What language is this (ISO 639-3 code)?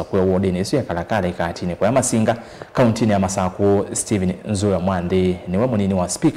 kam